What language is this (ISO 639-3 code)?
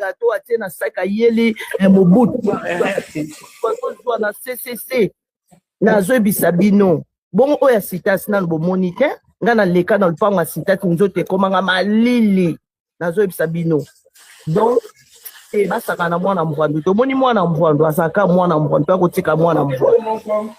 lin